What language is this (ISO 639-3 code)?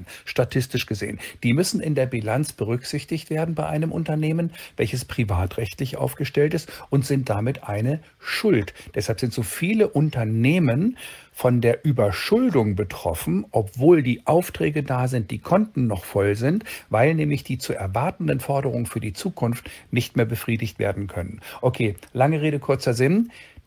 deu